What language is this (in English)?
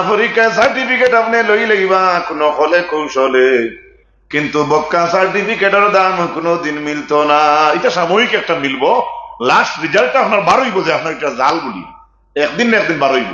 Sylheti